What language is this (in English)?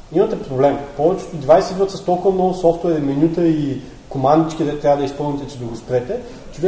Bulgarian